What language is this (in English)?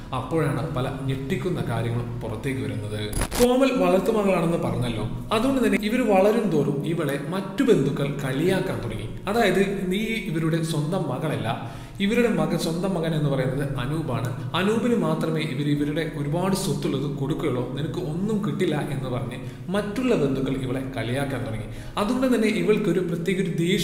Malayalam